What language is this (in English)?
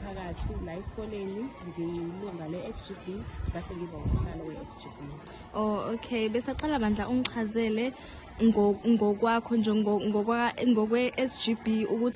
Zulu